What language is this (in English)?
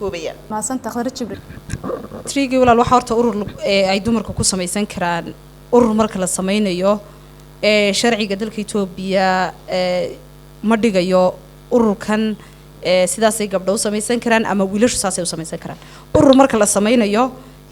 Somali